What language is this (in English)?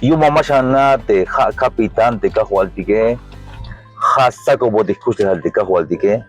Tzeltal